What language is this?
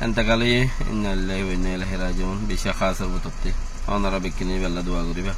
Rohingya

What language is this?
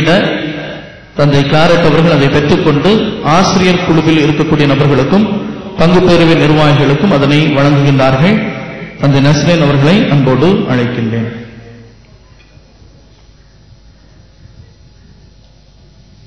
Tamil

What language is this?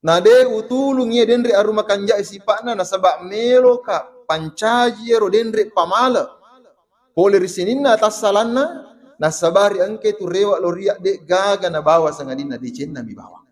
Buginese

